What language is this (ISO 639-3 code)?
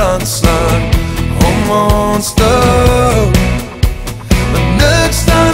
afr